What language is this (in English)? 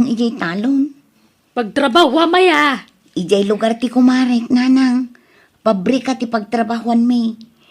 Iloko